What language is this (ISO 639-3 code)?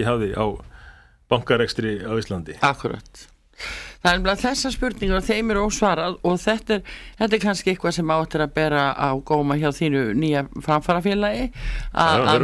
isl